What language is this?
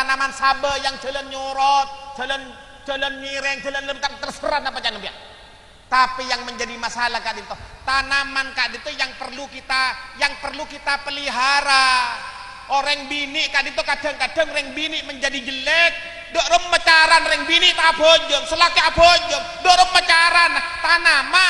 Madurese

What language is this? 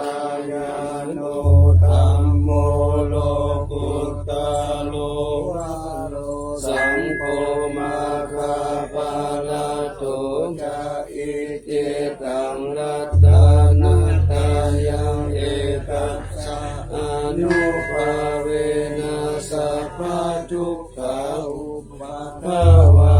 Pali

